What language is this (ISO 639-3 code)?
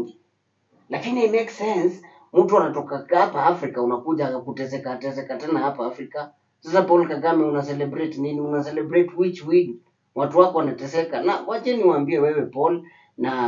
swa